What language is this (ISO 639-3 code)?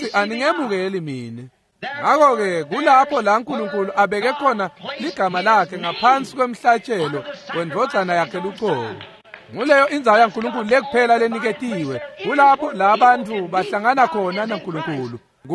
ssw